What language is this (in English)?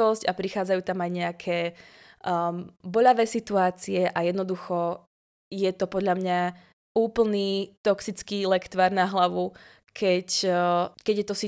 Slovak